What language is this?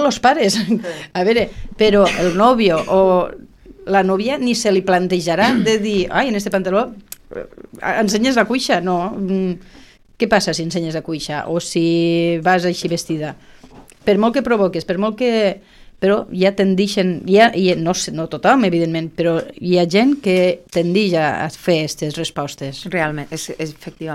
Catalan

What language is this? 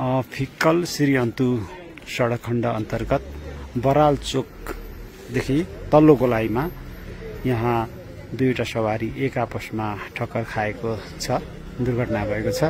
Nepali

